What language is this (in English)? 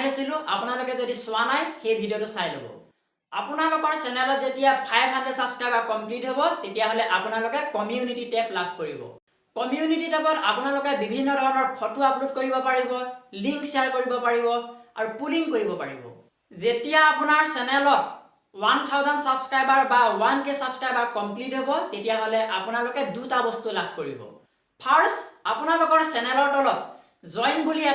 Assamese